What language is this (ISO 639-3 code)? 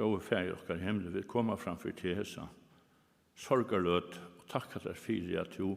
fao